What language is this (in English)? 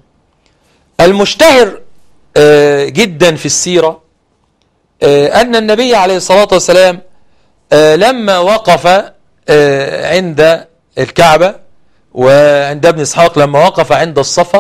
Arabic